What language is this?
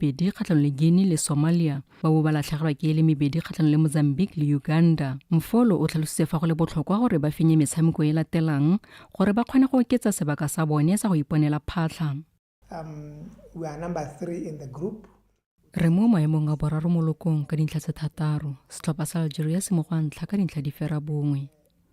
Tswana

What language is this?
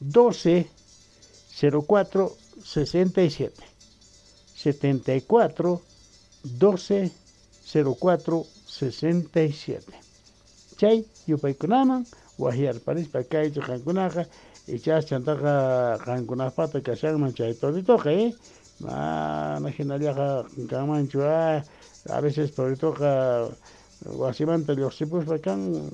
South Bolivian Quechua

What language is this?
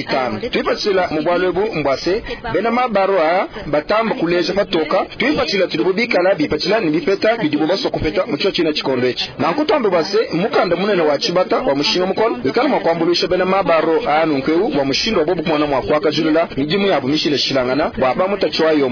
Luba-Lulua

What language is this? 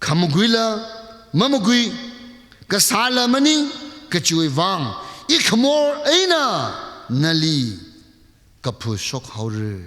Tangkhul Naga (India)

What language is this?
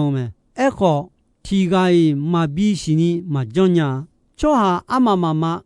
Akha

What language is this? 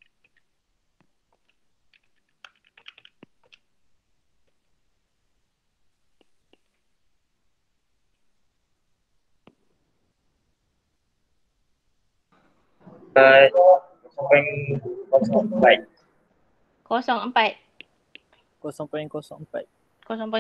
Malay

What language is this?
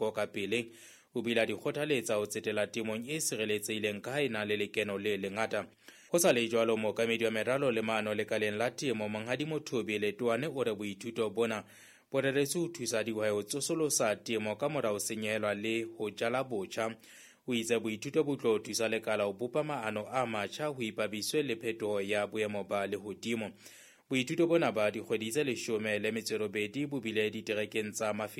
Southern Sotho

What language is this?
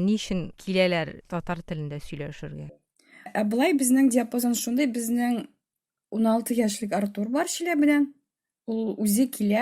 Tatar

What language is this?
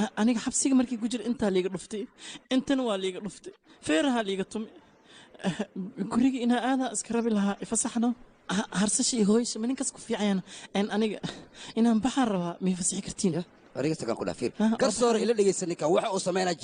Somali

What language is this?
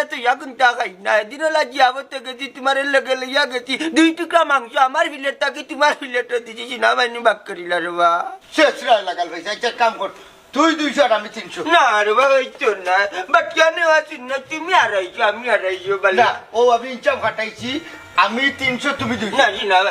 Sylheti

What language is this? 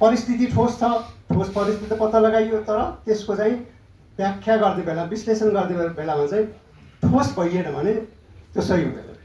Nepali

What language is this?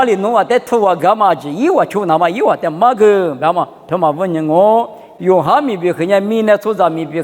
Lisu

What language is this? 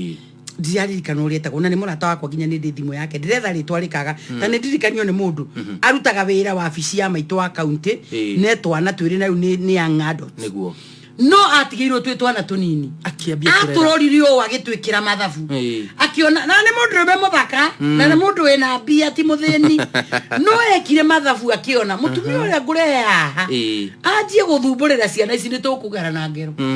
Kikuyu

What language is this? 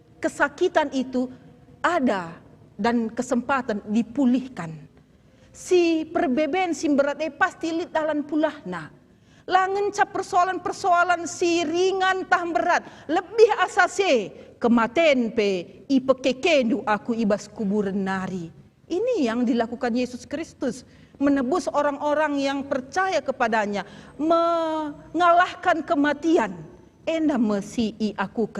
Batak Karo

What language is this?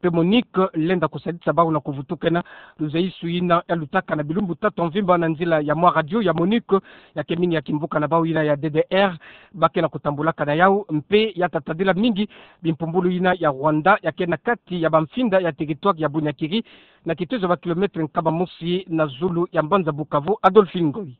Kituba (Democratic Republic of Congo)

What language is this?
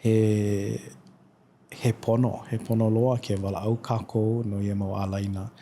Hawaiian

